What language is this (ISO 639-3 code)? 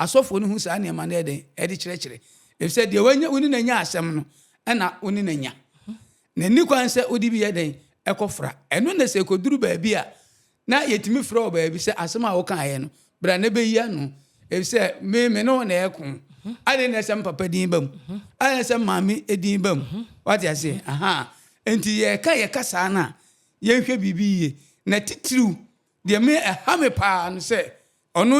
aka